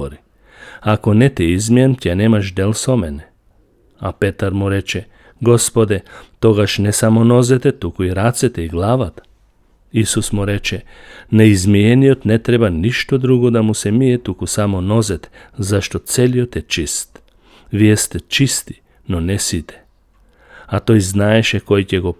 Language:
Macedonian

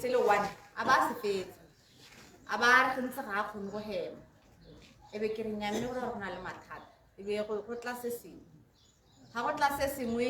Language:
Tswana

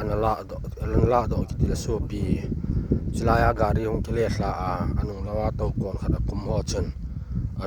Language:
Thado Chin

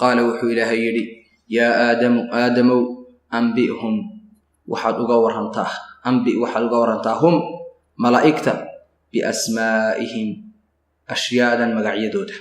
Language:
Somali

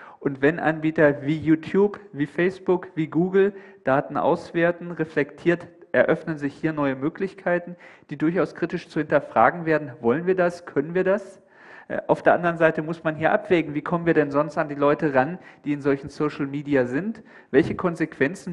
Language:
German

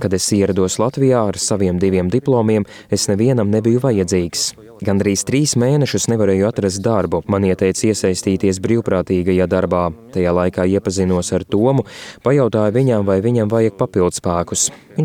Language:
Latvian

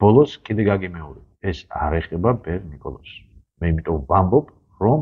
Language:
Georgian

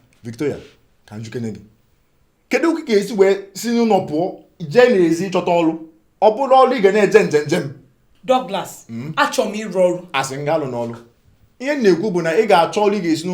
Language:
Igbo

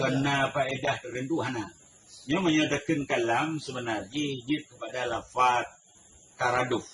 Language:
Achinese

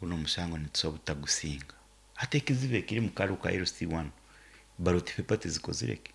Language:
Nyoro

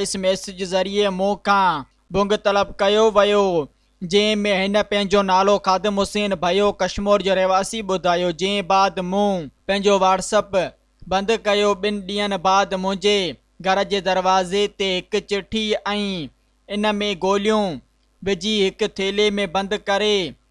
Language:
Sindhi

